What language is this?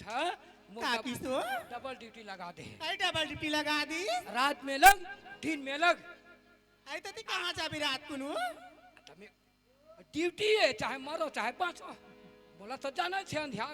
Chhattisgarhi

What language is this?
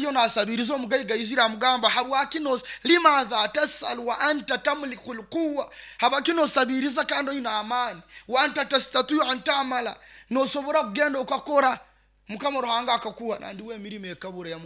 Nyoro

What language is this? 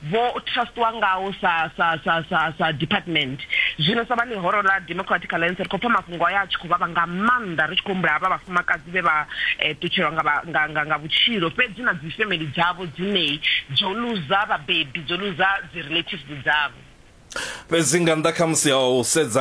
Venda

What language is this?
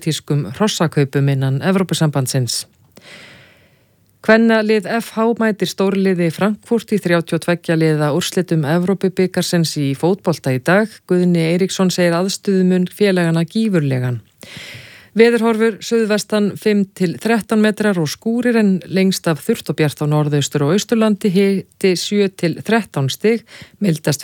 Icelandic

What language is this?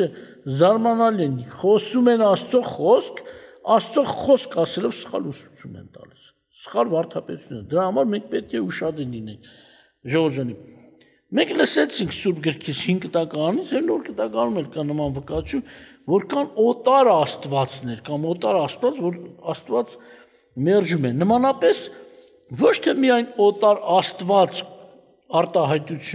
Armenian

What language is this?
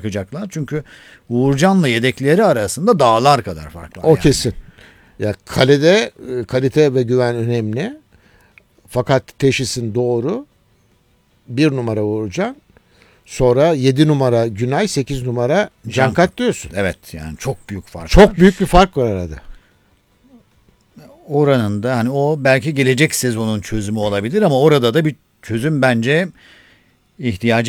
Turkish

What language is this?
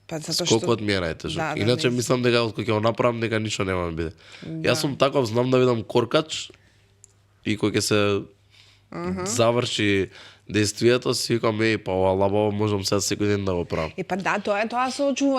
Macedonian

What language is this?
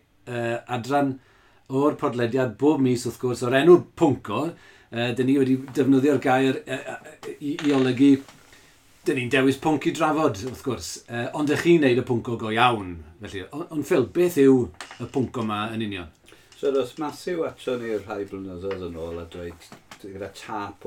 Welsh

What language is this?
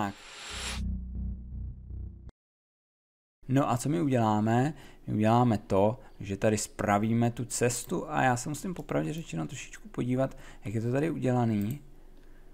Czech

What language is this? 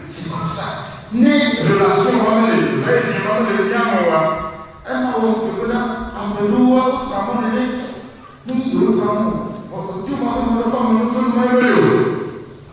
Ewe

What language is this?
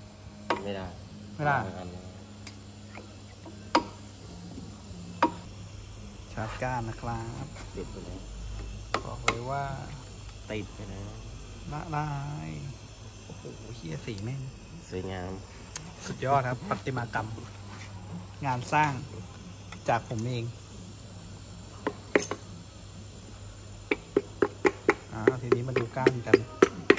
Thai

